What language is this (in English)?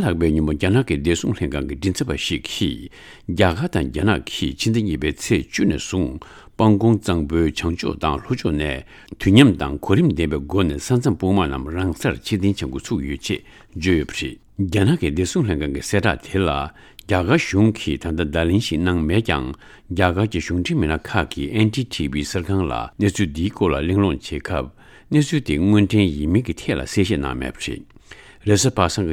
Tibetan